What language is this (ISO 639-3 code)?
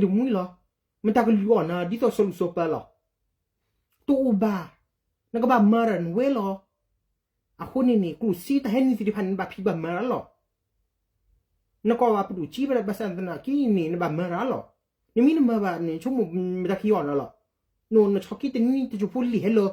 ksw